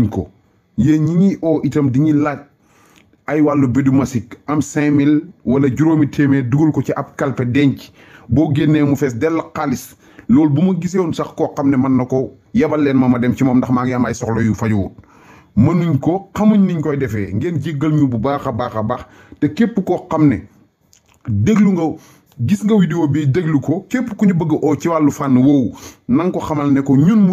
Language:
Wolof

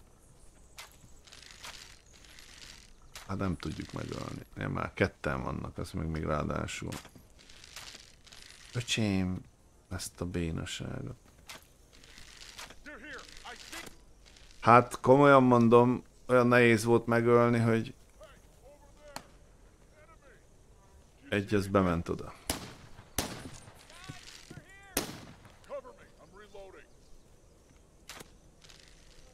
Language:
Hungarian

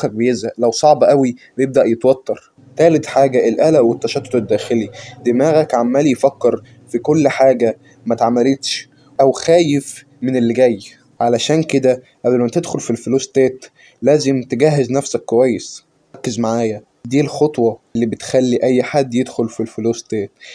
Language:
Egyptian Arabic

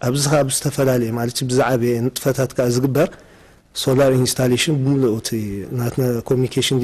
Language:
Tigrinya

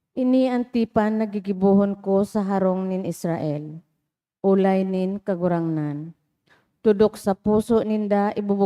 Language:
Bikol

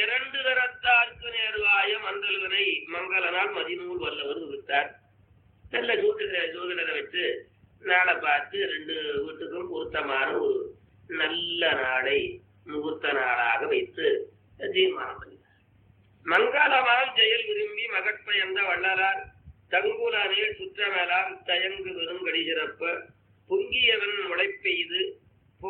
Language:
Tamil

